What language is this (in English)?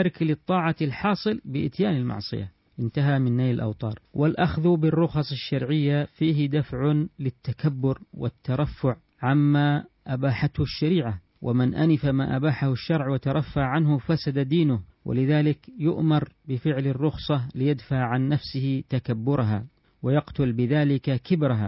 Arabic